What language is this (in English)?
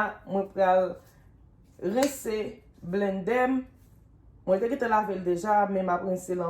Haitian Creole